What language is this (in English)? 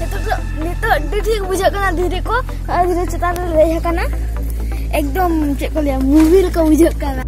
Santali